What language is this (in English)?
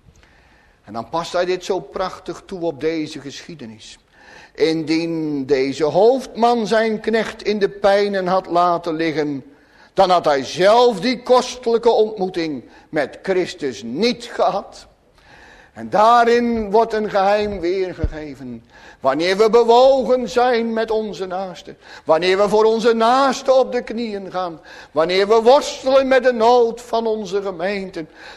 Dutch